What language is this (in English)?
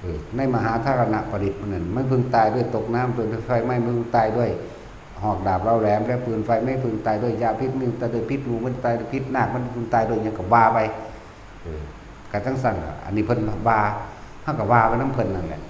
Northeastern Thai